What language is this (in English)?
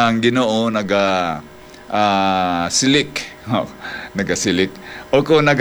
Hiligaynon